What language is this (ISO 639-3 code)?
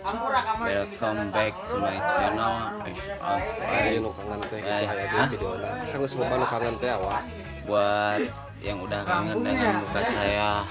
sun